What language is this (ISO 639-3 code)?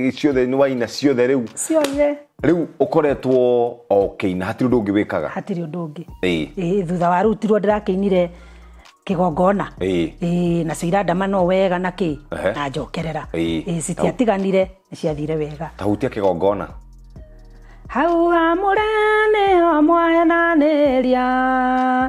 kik